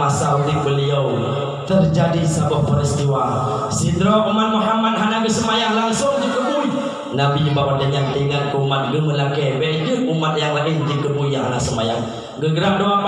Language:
Achinese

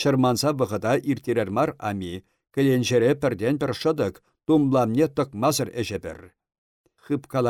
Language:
Chuvash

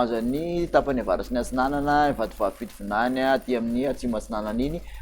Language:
Malagasy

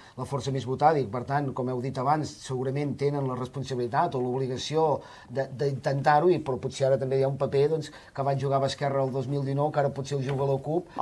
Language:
Catalan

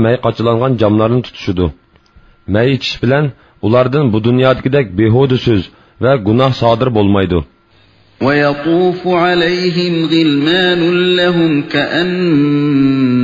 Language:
Uyghur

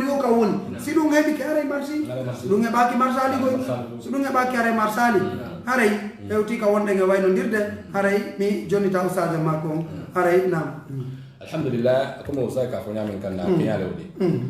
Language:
Pular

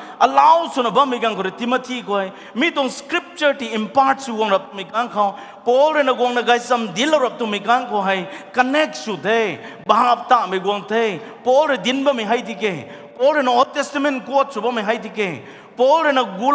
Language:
Rongmei Naga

